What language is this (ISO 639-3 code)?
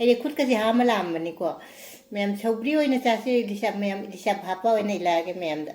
mni